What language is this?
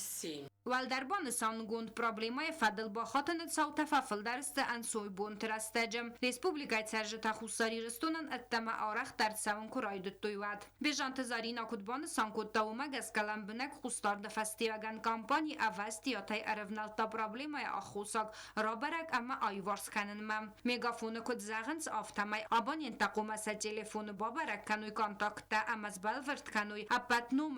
Ossetic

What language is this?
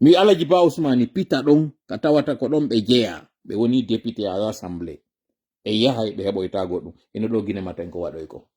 Fula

